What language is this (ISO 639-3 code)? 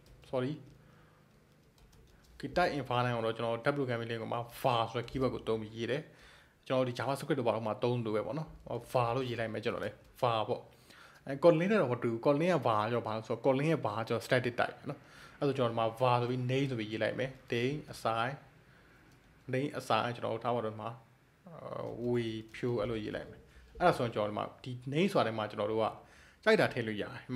mya